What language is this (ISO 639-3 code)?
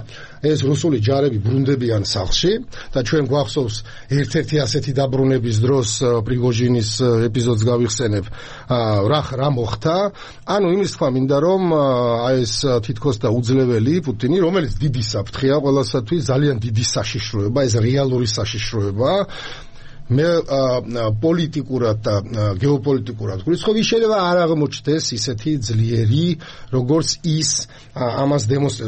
kat